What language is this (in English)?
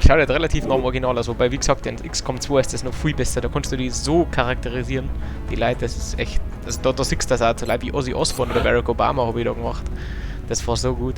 Bavarian